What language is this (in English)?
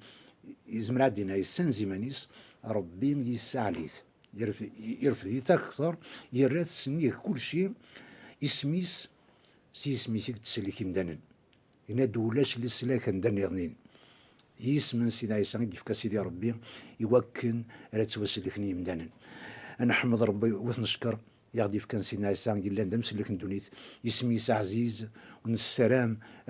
Kabyle